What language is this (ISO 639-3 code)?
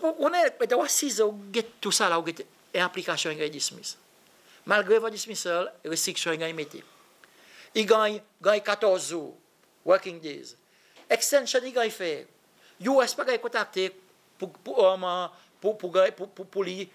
crs